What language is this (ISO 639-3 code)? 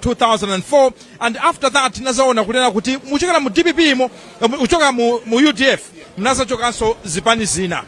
nya